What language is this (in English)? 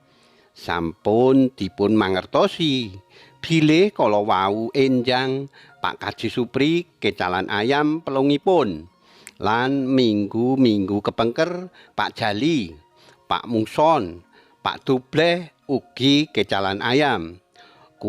Javanese